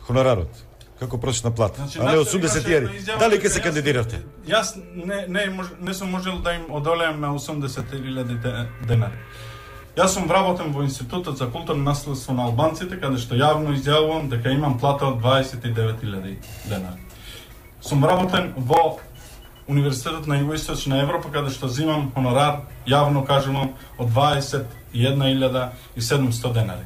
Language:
Macedonian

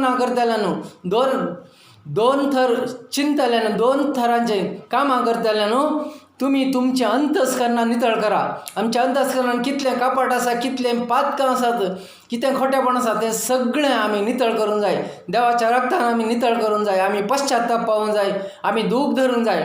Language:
Konkani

